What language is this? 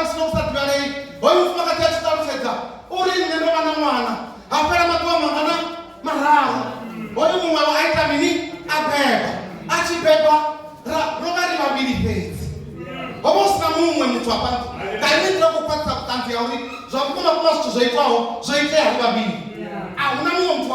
Venda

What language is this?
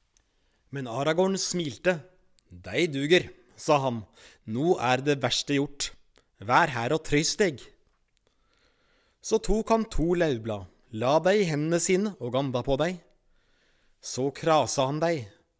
Norwegian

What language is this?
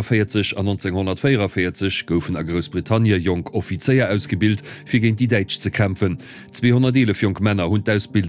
Luxembourgish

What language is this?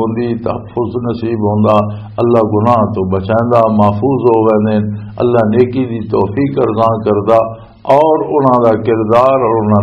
Western Panjabi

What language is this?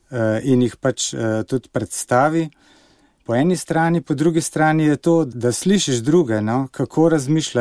Slovenian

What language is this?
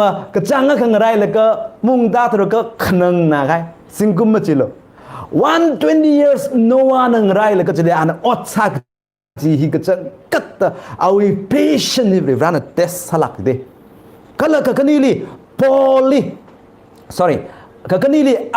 Tangkhul Naga (India)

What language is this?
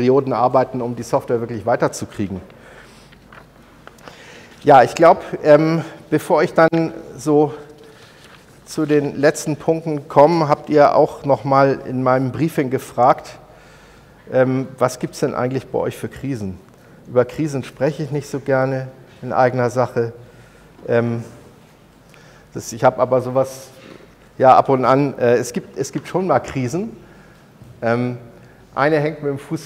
German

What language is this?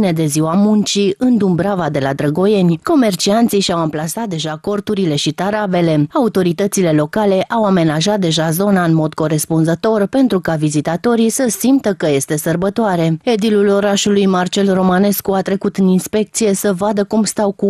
Romanian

